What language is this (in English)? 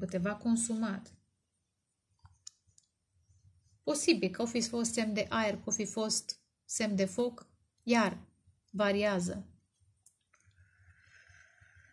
Romanian